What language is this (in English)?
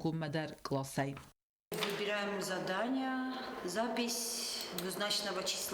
Ossetic